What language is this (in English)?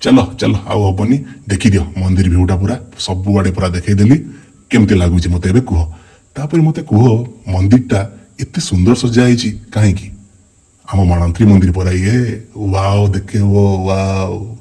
Odia